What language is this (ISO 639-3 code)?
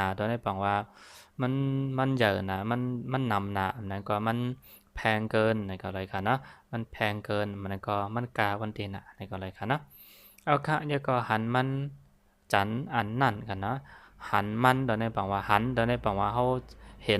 shn